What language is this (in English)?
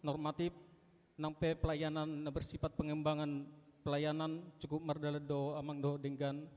Batak Toba